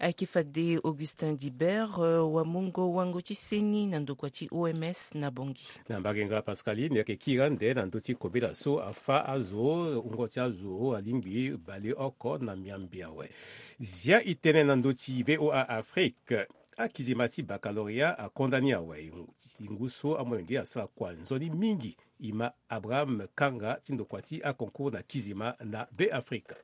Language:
Sango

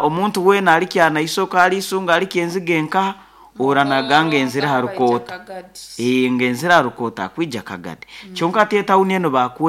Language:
Nyoro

